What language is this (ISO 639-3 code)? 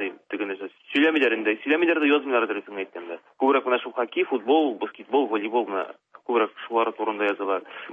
tat